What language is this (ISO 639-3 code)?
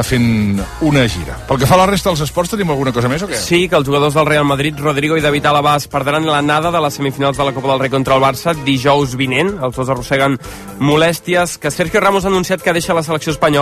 cat